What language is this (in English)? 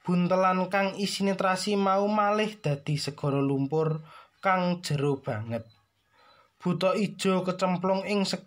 Javanese